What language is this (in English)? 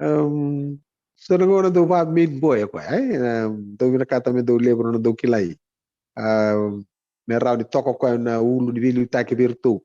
Fijian